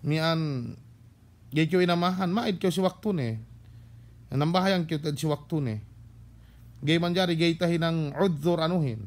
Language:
Yakan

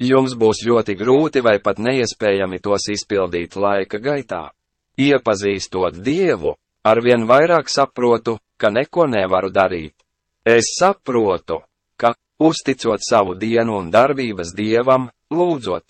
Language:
Latvian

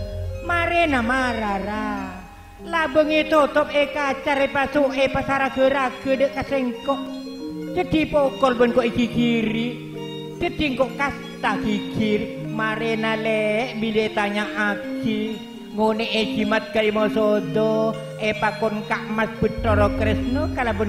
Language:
Madurese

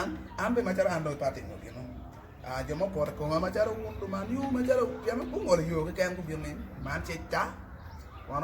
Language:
Acoli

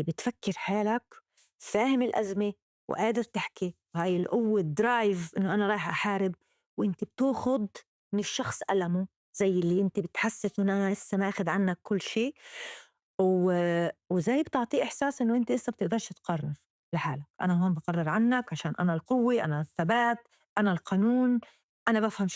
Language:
North Levantine Arabic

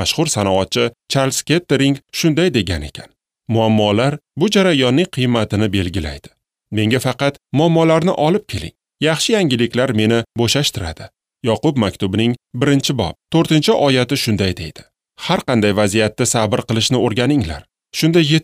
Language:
Uzbek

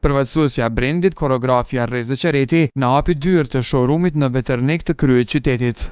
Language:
Albanian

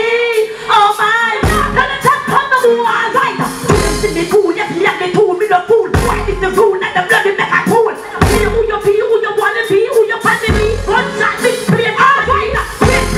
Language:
Jamaican Creole English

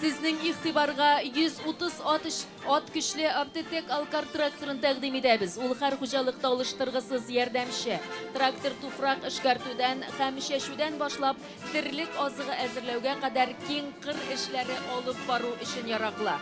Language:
Tatar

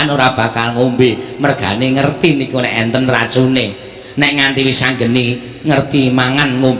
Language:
Javanese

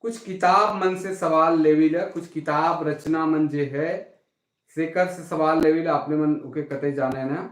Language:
Sadri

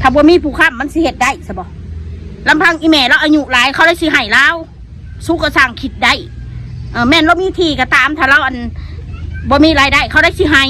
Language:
Northeastern Thai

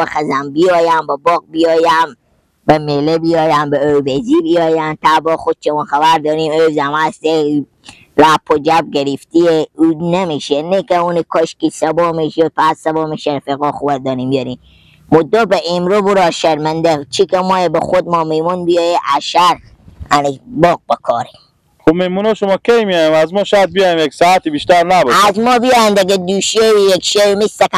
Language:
Persian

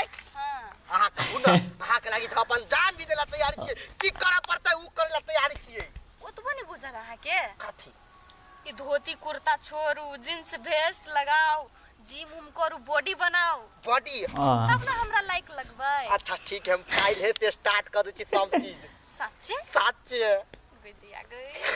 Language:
Maithili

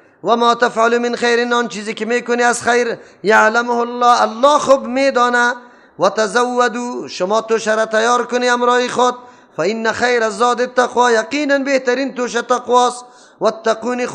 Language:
Persian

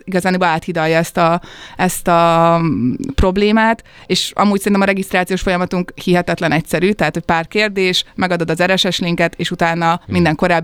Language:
Hungarian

